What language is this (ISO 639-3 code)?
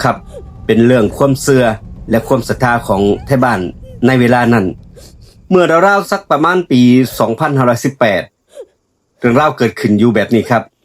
tts